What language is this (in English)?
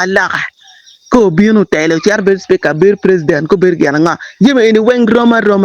Acoli